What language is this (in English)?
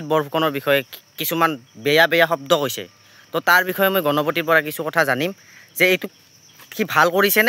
Assamese